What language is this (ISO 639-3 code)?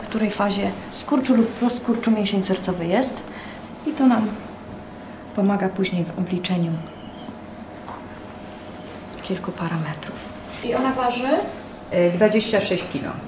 pol